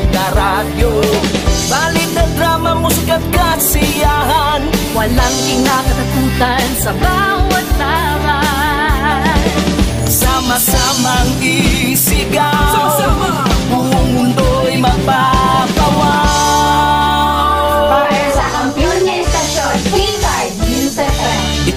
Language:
Hiligaynon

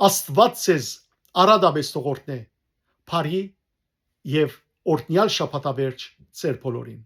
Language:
Western Armenian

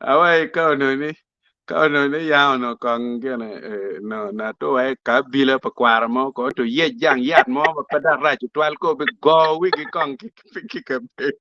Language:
Acoli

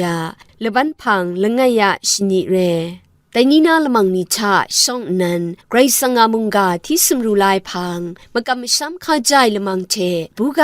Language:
Kachin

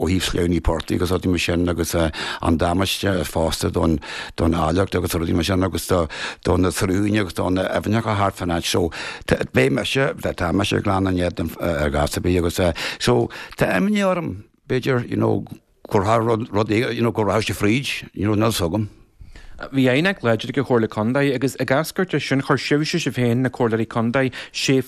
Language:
Irish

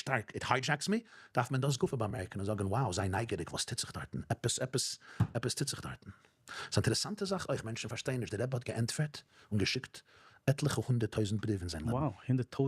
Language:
Yiddish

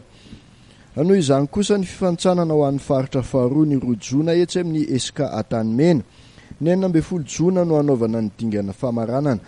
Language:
Malagasy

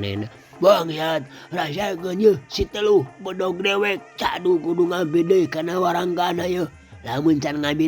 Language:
Sundanese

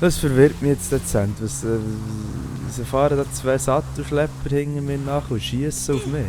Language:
Swiss German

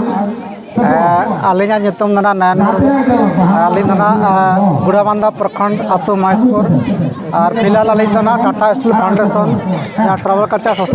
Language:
Santali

